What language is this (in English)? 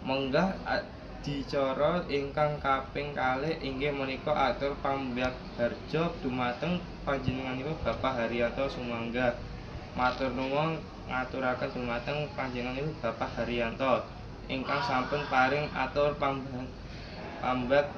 Javanese